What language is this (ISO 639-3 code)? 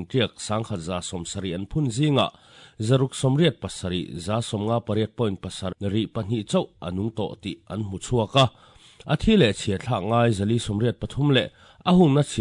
lus